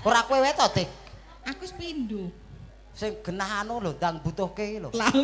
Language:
Javanese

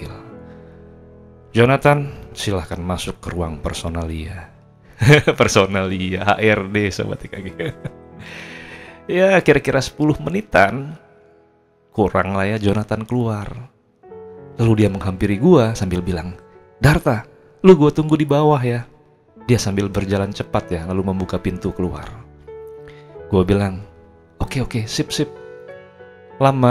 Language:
Indonesian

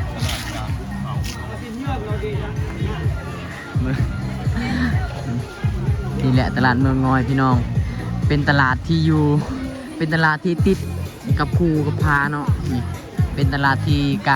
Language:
Lao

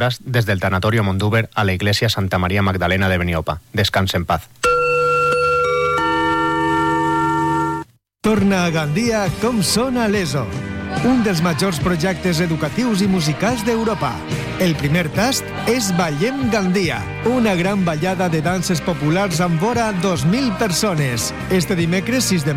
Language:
Catalan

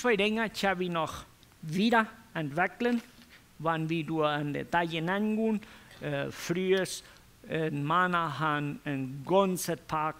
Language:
Plautdietsch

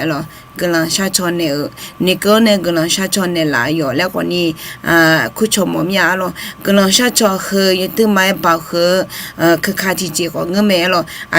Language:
Akha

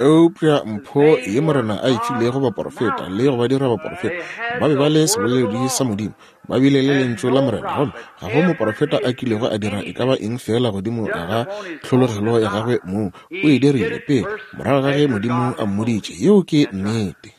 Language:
Northern Sotho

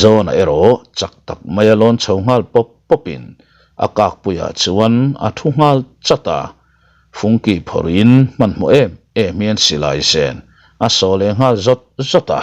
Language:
Mizo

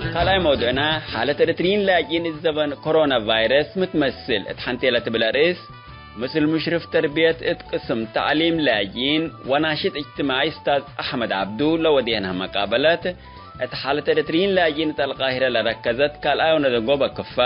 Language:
Tigre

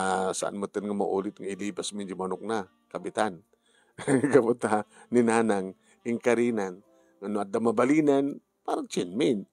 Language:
Iloko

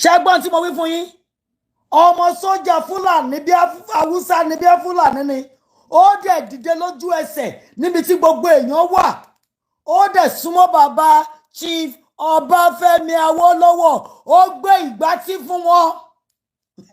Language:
Yoruba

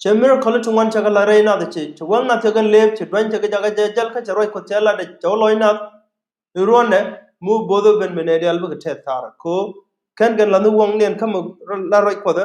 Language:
Nuer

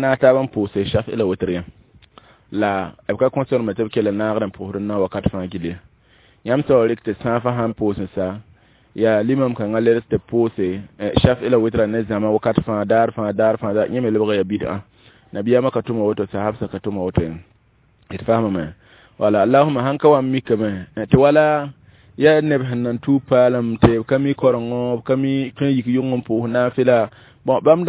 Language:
Mossi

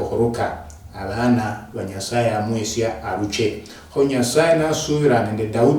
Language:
Luyia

